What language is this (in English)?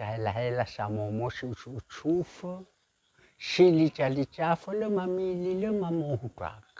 Nias